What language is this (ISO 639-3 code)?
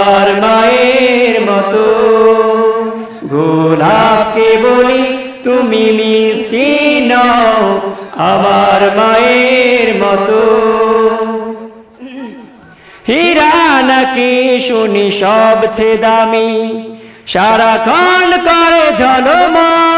ben